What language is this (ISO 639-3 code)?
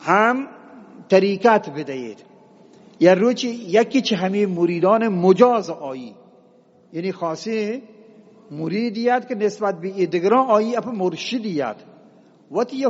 bgp